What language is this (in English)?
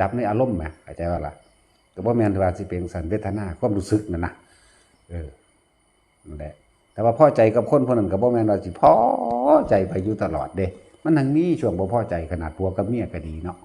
Lao